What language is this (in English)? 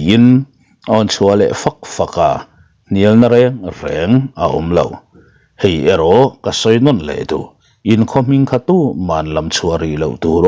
Mizo